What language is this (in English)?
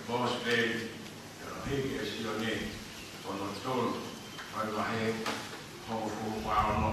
Tongan